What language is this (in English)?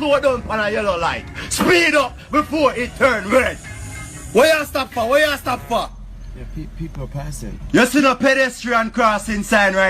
Jamaican Creole English